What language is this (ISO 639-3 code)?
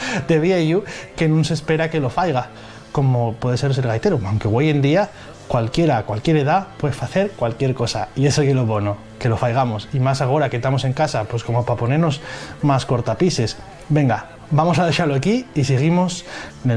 ast